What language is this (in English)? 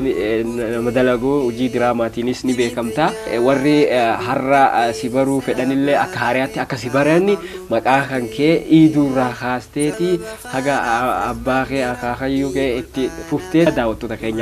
Oromo